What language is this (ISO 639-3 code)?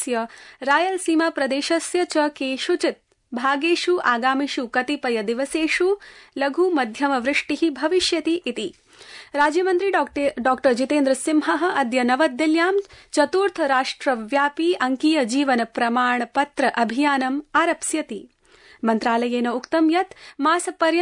san